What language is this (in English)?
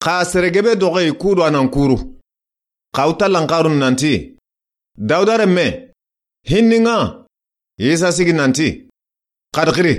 Soninke